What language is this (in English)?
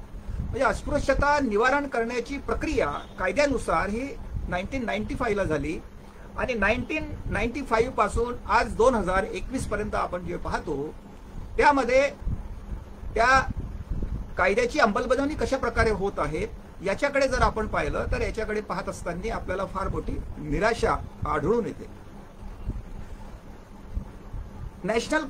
Marathi